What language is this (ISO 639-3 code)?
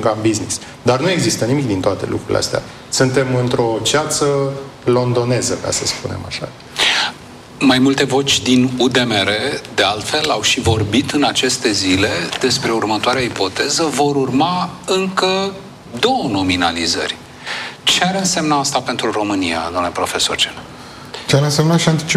ron